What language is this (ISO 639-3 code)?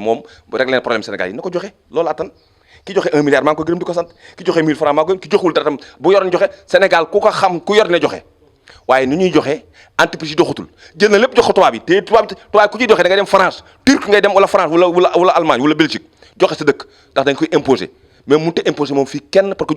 wol